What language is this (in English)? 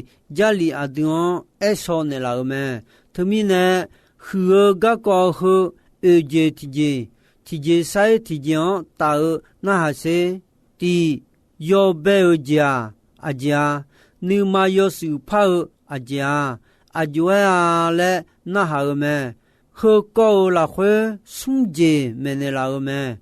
Akha